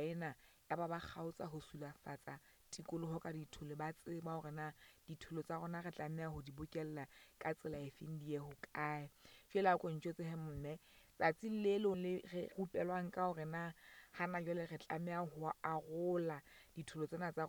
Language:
Southern Sotho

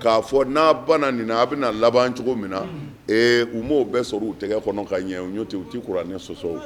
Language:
Bambara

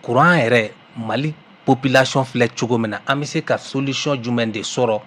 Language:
Bambara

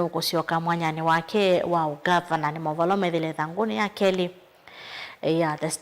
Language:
Kamba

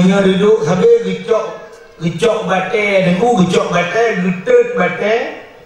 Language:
Achinese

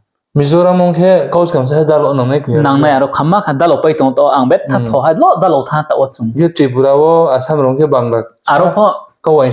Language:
Riang (India)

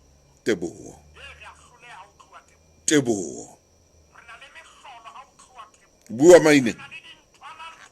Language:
Southern Sotho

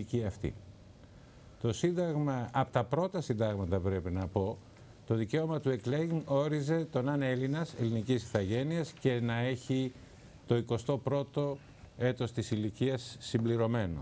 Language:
Greek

